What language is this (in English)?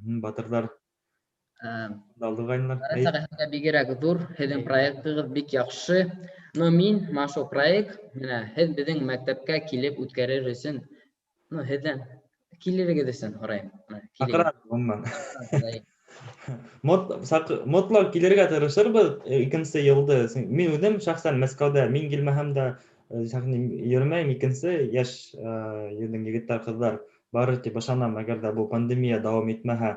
Bashkir